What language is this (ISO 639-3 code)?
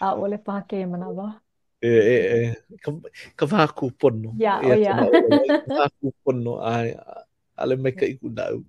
haw